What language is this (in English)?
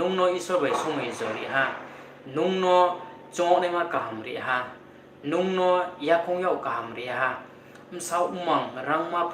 Riang (India)